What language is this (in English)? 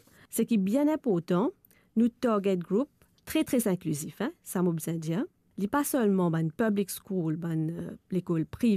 Morisyen